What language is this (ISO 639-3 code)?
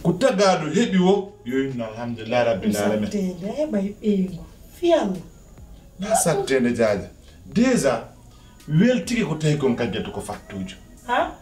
fuf